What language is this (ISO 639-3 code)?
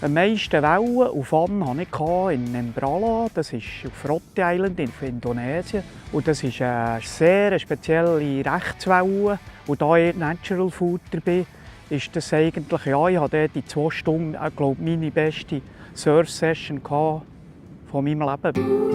gsw